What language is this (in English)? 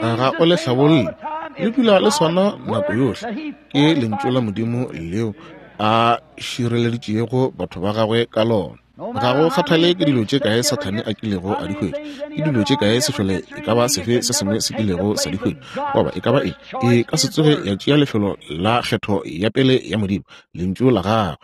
Northern Sotho